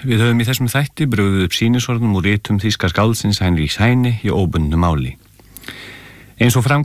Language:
Icelandic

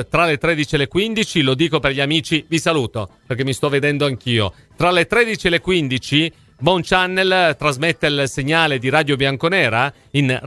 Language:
Italian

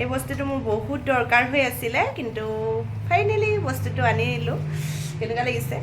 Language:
Assamese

